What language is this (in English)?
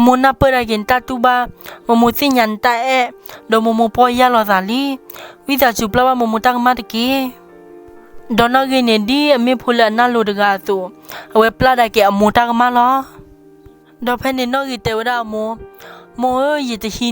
S'gaw Karen